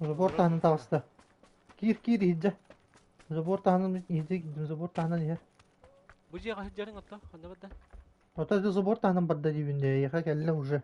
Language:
Yakut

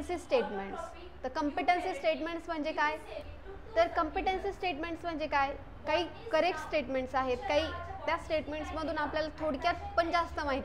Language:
Marathi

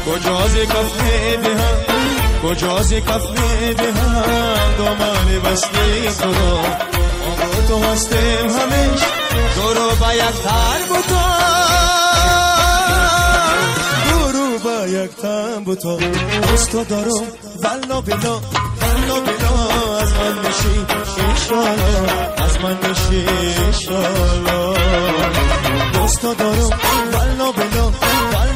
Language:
Persian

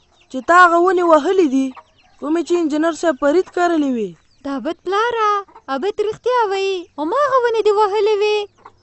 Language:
Pashto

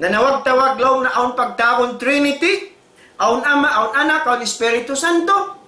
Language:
Tausug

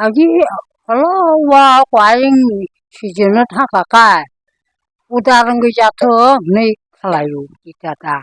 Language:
Kok Borok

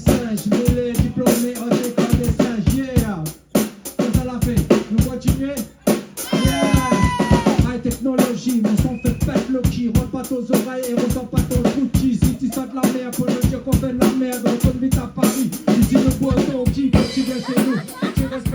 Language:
Réunion Creole French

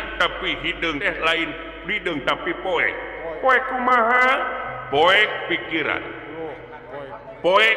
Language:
Sundanese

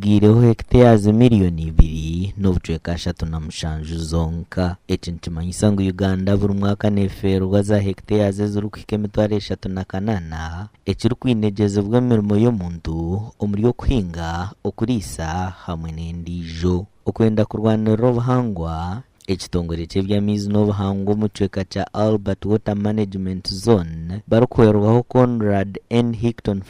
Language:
Nyankole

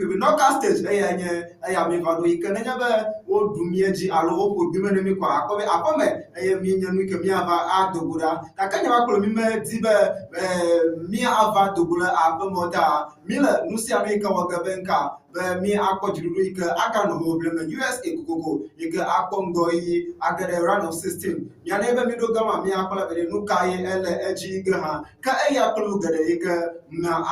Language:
Ewe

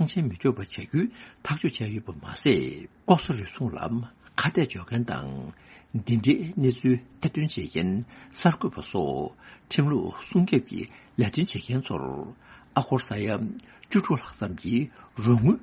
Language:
Tibetan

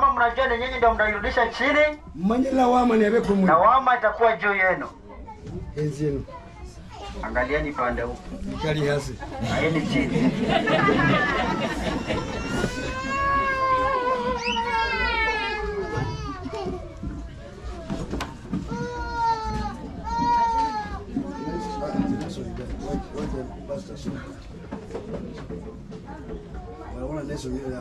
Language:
Swahili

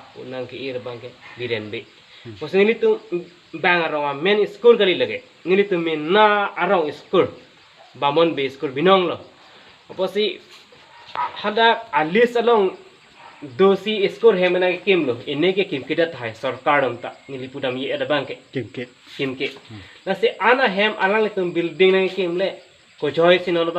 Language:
Karbi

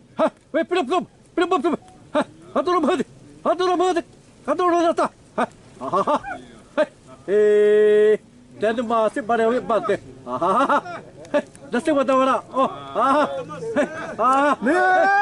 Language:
Xavánte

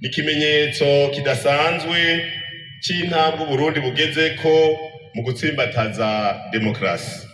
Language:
Rundi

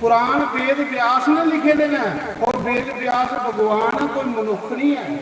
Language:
Dogri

